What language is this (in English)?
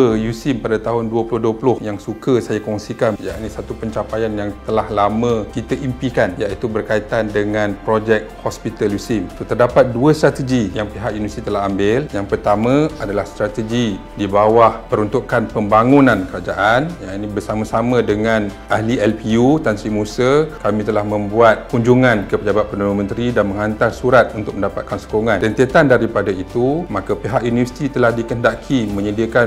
Malay